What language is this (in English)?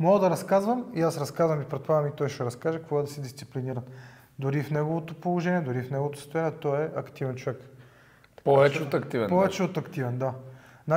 Bulgarian